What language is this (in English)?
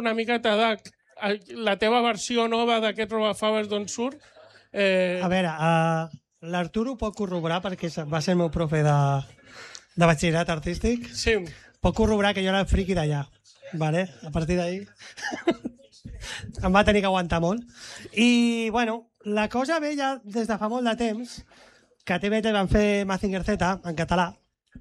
Catalan